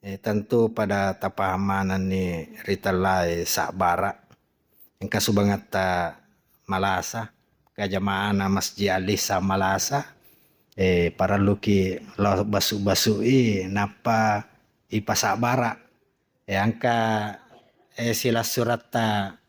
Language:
Buginese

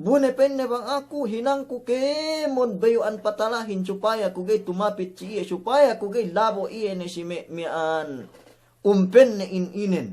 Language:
Yakan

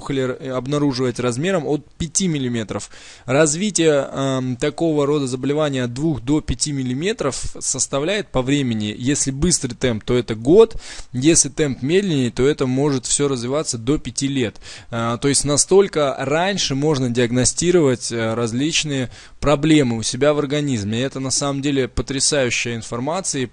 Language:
Russian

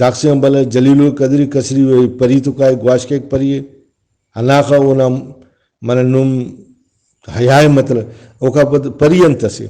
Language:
Brahui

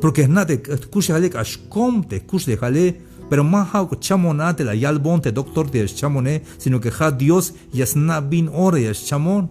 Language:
Tzeltal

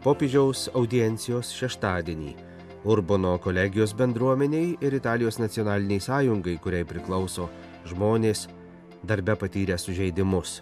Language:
Lithuanian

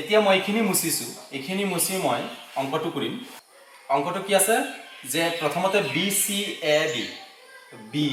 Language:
Assamese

